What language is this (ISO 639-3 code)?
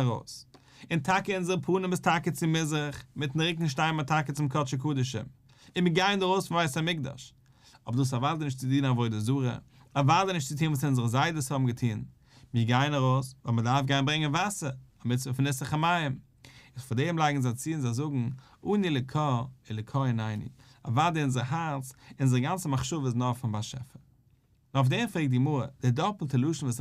yid